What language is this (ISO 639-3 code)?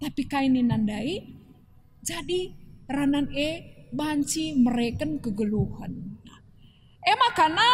btx